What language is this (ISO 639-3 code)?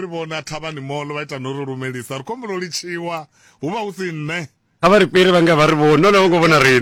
ven